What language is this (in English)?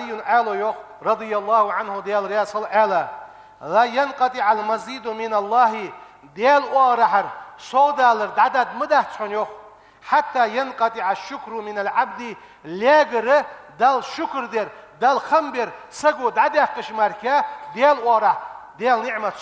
Ingush